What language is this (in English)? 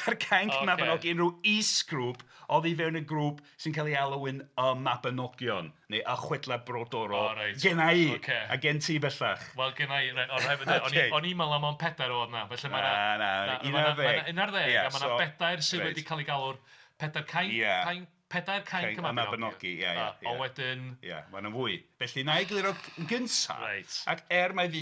Welsh